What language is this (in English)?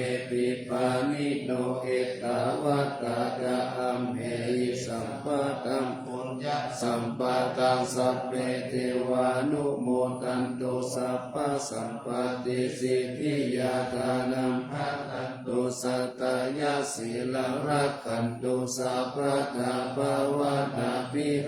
Pali